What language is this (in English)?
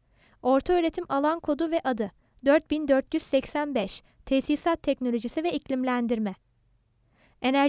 Turkish